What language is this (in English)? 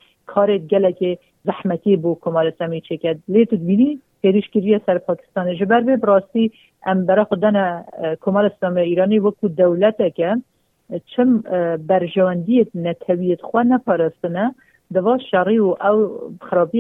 Kurdish